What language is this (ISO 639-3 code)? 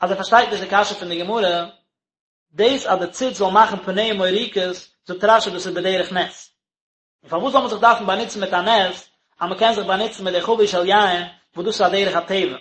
yid